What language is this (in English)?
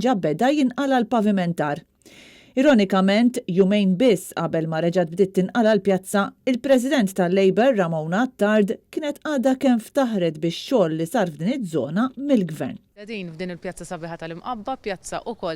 Maltese